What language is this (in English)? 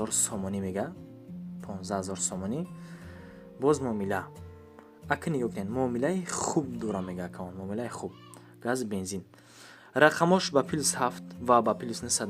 Tajik